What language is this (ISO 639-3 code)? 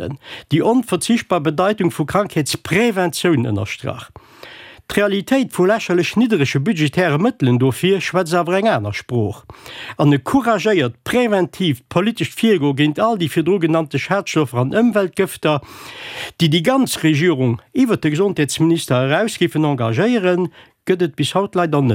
ltz